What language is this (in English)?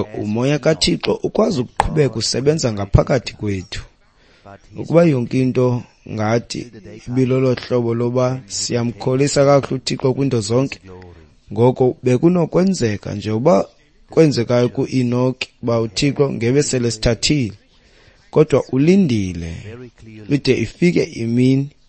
Xhosa